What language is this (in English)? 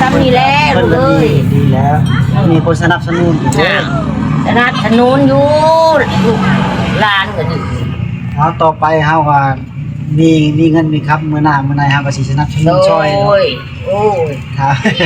Northeastern Thai